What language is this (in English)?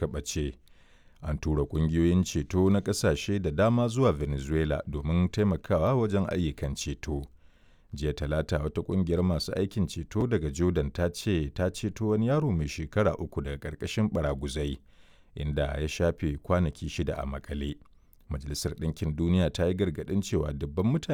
Hausa